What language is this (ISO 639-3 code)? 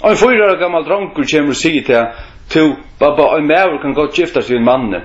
fao